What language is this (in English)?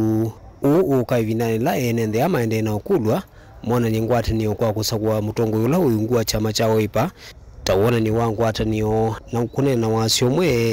Kamba